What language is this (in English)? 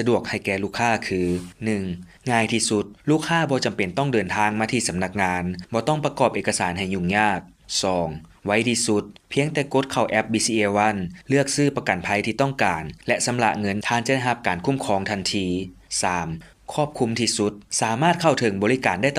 Lao